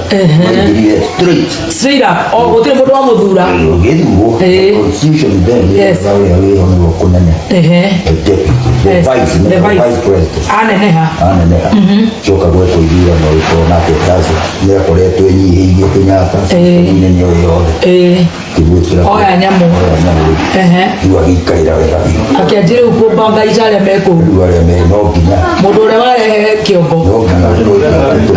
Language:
Kikuyu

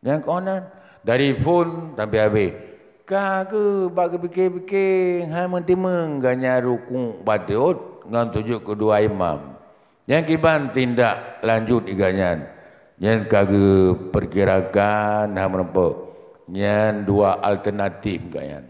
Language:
Achinese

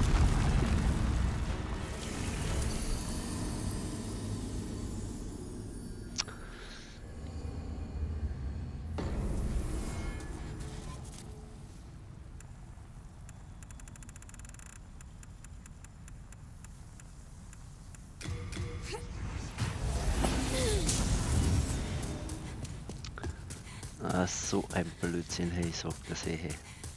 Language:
German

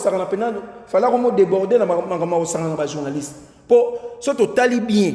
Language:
Lingala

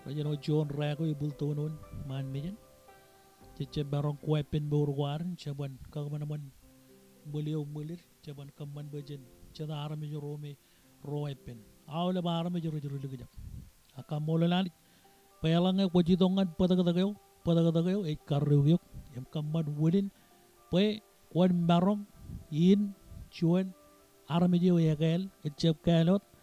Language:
Marshallese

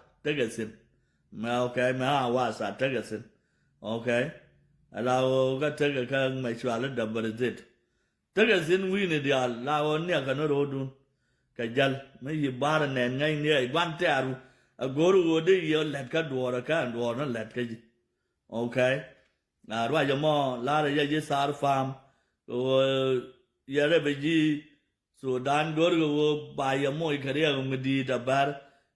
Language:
Nuer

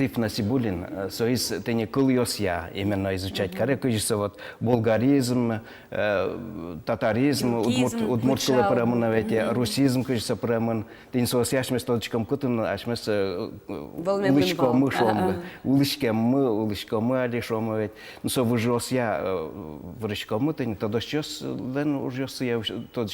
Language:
Udmurt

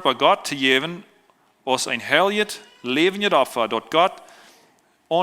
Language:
Plautdietsch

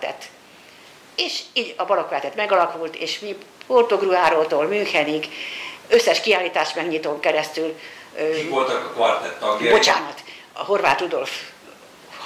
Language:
Hungarian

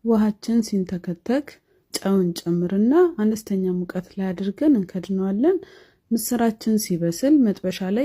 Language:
Amharic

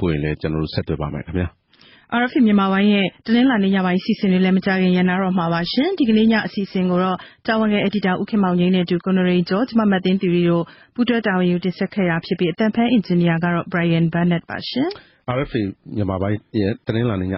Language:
Burmese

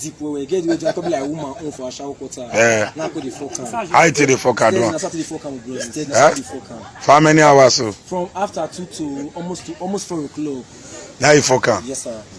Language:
Nigerian Pidgin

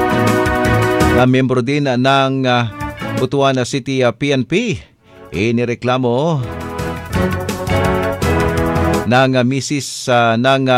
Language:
Filipino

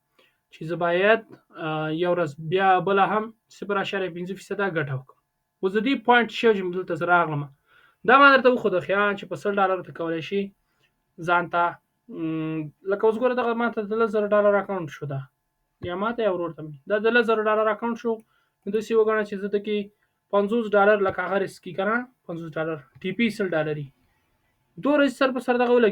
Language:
Pashto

